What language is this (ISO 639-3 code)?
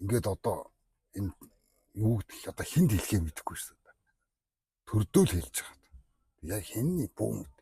mon